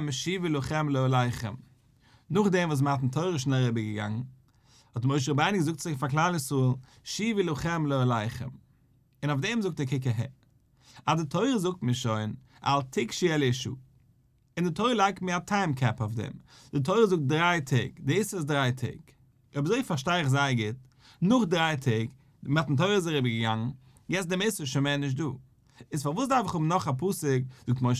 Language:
Yiddish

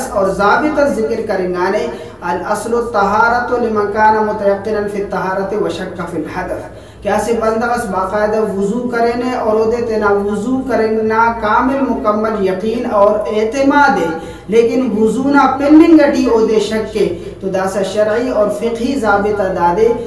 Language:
Brahui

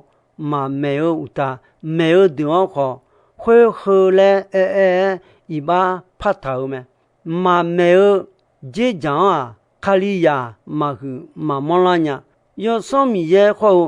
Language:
Akha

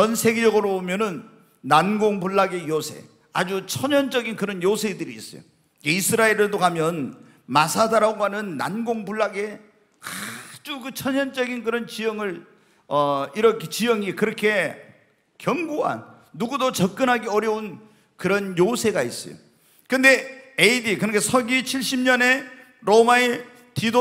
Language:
Korean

